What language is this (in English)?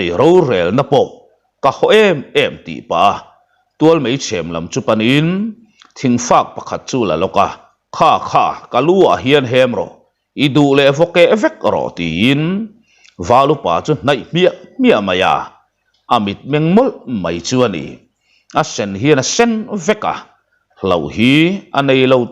Mizo